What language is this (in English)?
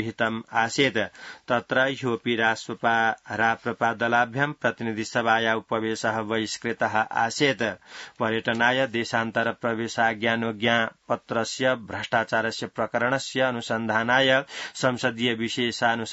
Sanskrit